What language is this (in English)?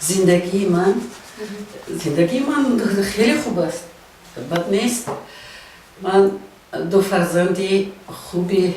Tajik